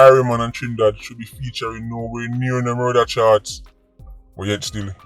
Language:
Jamaican Creole English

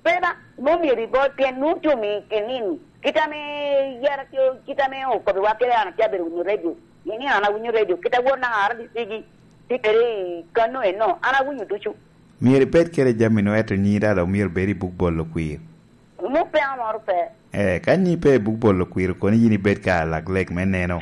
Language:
Lango (Uganda)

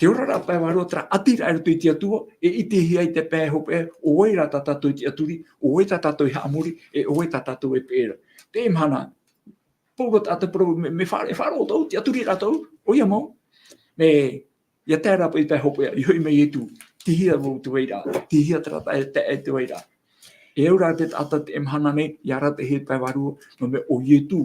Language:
Tahitian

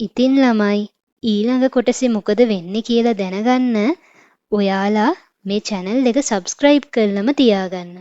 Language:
Sinhala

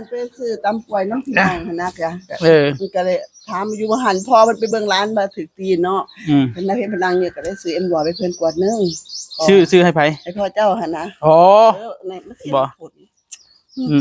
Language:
Northeastern Thai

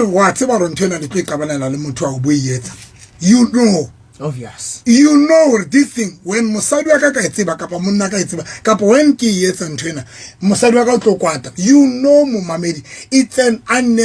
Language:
Southern Sotho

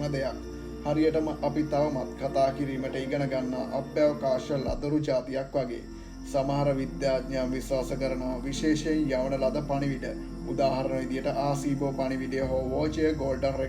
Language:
Sinhala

